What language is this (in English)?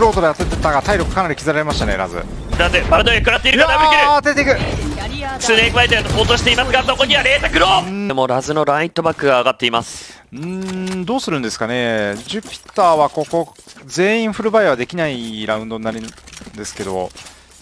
Japanese